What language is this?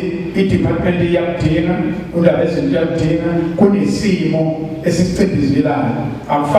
Zulu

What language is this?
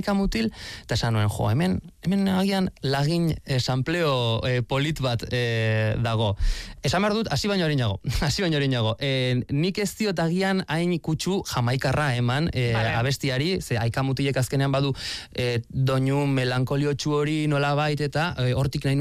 Basque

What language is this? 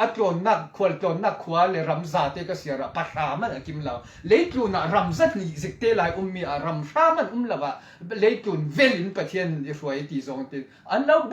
Falam Chin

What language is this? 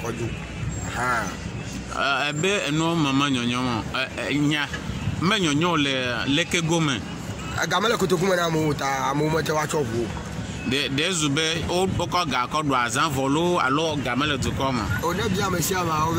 Ewe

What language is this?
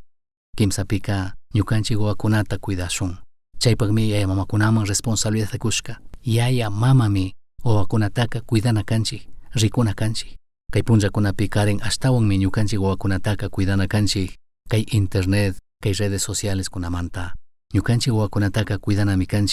Chimborazo Highland Quichua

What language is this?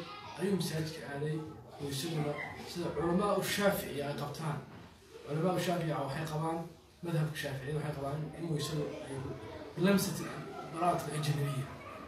Somali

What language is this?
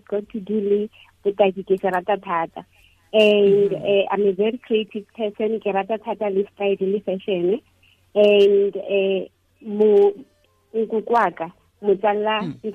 Tswana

